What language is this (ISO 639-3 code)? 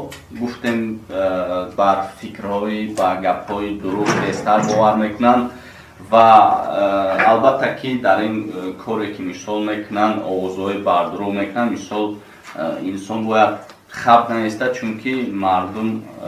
tgk